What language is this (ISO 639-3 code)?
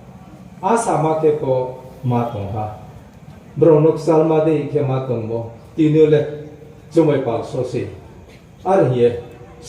ria